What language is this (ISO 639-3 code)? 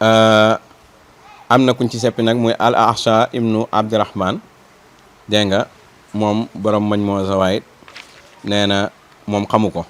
wol